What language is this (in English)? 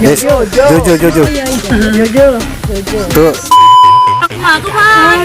Musi